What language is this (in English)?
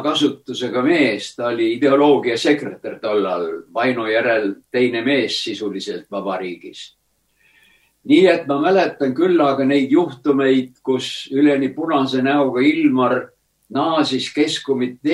Estonian